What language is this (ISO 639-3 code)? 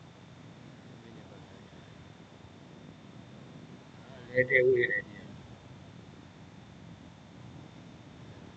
mya